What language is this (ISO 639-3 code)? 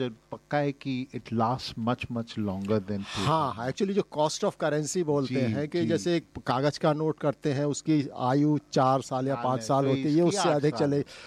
hin